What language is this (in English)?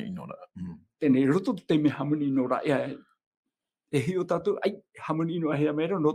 Tahitian